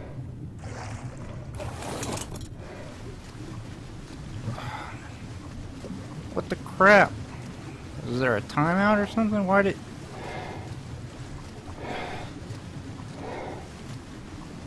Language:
English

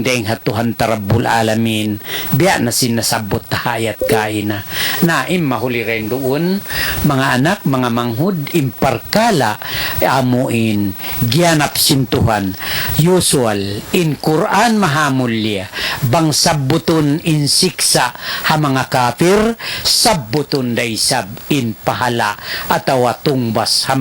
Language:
Tausug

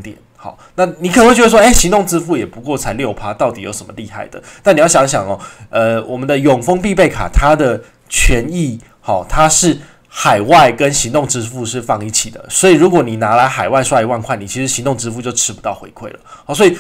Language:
Chinese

